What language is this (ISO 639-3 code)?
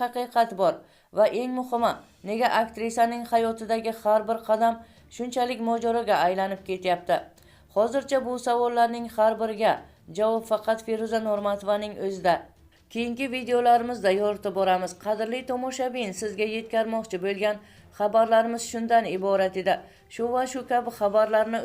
uzb